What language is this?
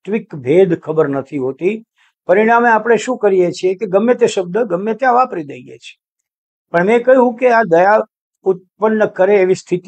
Gujarati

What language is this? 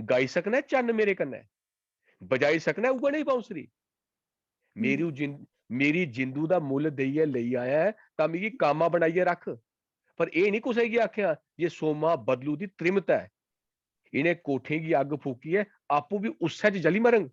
Dogri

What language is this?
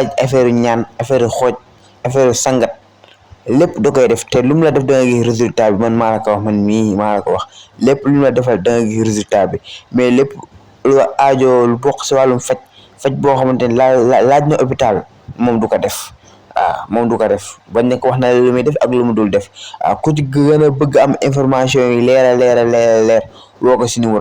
Wolof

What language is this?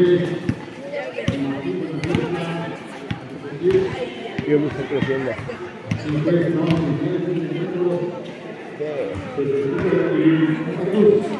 Spanish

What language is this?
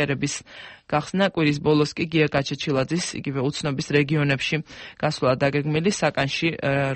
Georgian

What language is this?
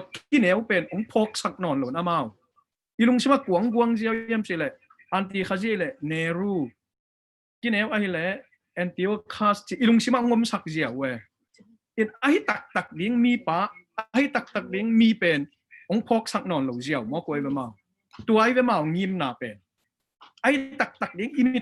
Tedim Chin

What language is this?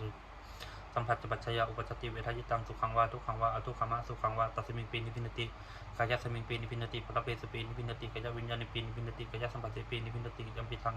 Pali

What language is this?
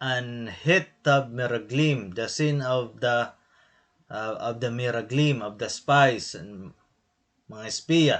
Waray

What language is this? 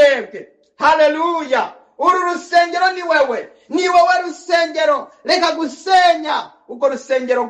Rundi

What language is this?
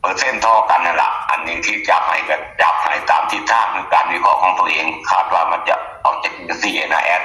Northeastern Thai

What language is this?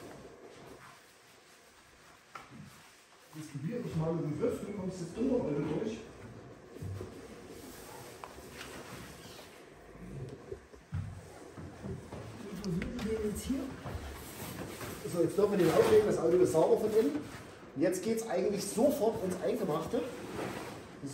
German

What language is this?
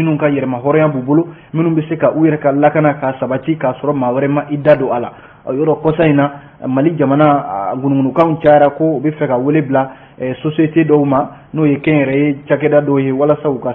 Bambara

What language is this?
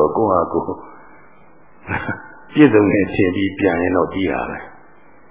Burmese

